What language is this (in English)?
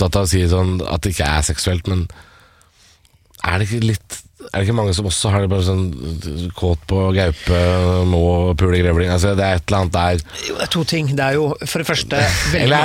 Norwegian